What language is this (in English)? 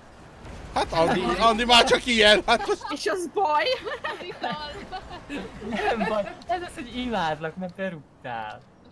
Hungarian